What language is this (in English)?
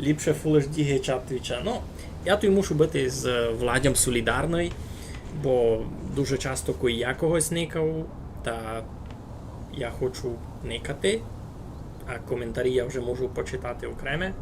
Rusyn